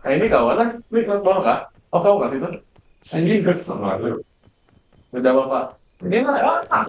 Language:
Banjar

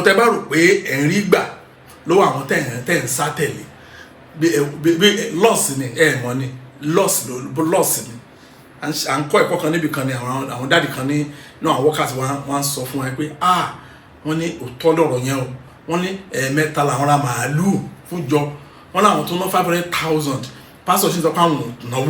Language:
Yoruba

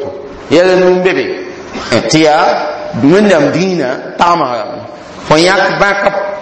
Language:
Mossi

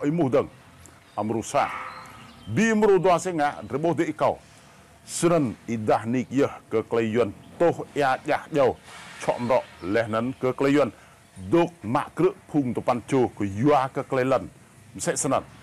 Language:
Rade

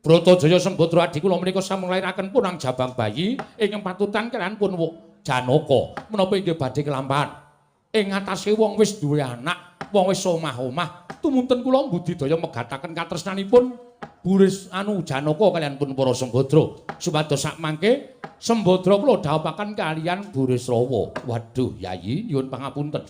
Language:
Javanese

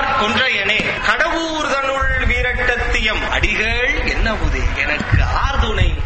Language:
Tamil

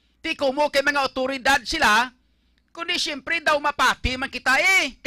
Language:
Hiligaynon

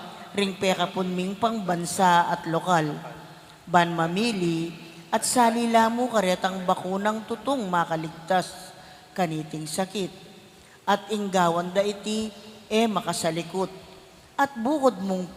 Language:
Pampanga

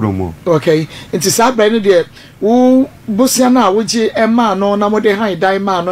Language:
Akan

